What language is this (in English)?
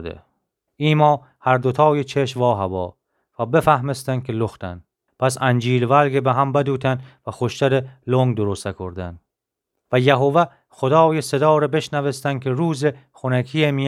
Gilaki